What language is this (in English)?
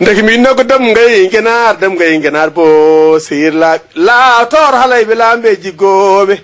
Fula